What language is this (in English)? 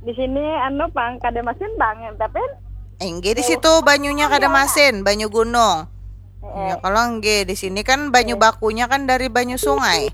Banjar